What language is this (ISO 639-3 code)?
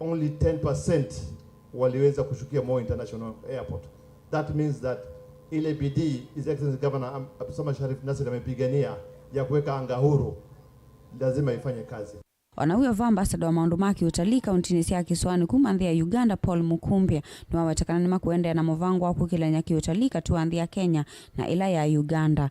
kam